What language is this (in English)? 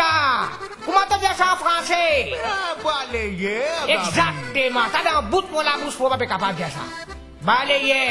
Morisyen